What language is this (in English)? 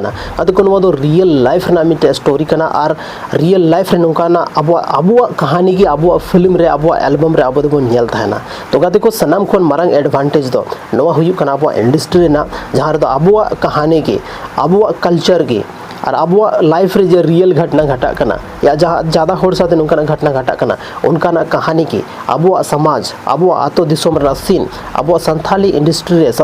Santali